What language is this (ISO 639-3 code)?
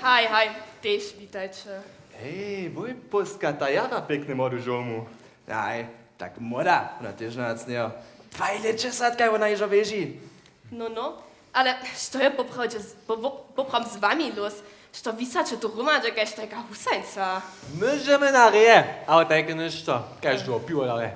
hsb